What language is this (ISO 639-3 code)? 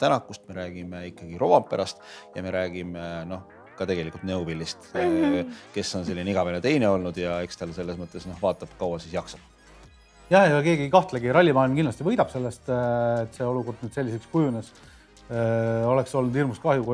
est